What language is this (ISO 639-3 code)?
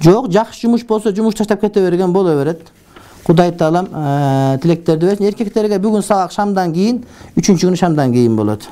kir